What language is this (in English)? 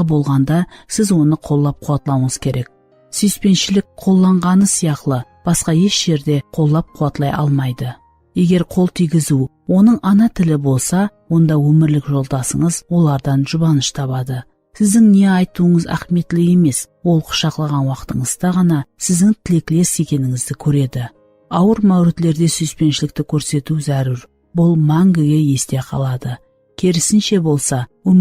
Kara-Kalpak